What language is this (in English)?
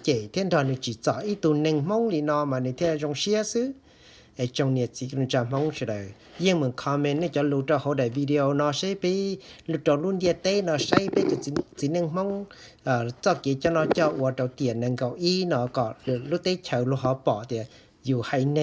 Hmong